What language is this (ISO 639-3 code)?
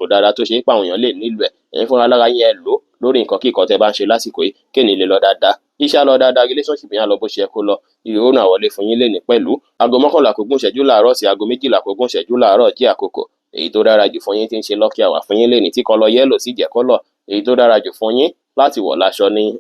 yor